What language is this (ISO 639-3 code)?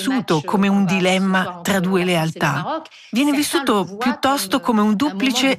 ita